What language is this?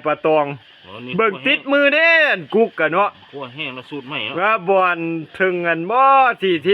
Lao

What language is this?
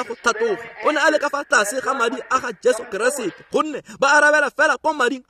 Tswana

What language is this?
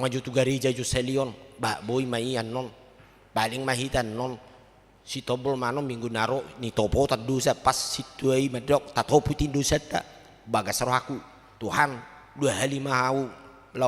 Batak Toba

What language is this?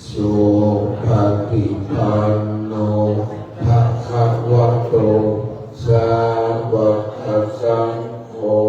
Pali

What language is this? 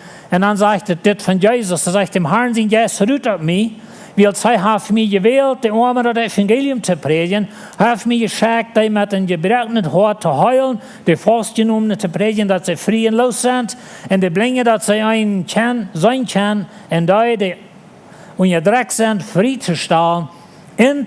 Plautdietsch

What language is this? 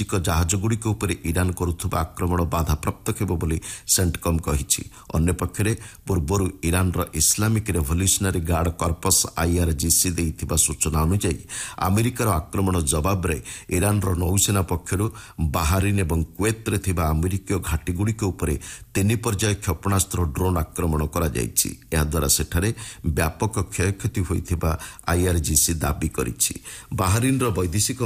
Odia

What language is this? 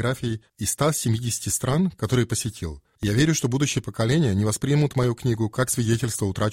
Russian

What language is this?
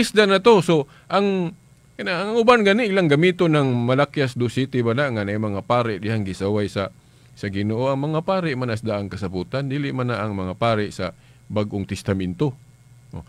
Cebuano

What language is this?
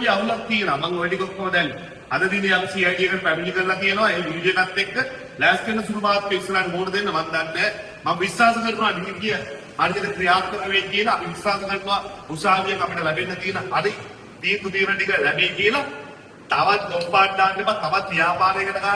Sinhala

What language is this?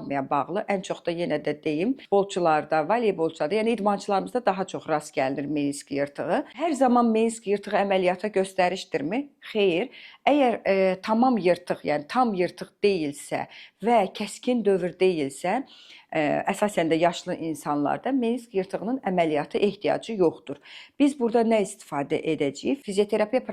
Azerbaijani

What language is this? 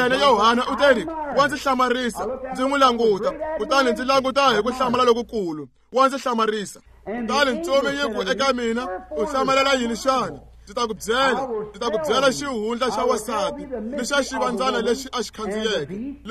Tsonga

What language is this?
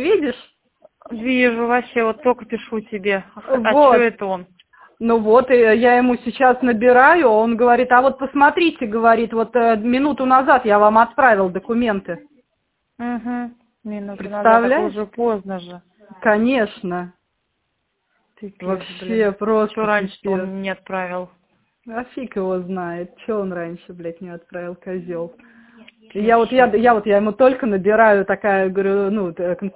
Russian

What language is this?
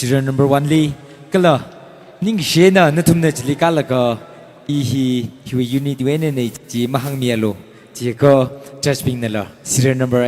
Tangkhul Naga (India)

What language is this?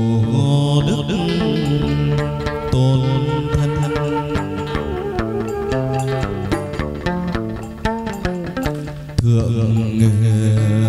Vietnamese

